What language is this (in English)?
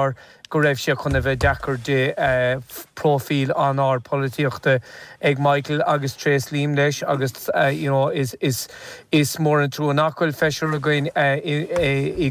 Irish